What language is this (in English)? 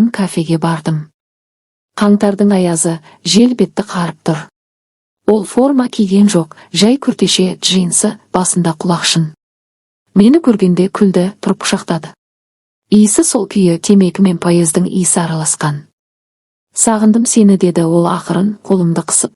Kazakh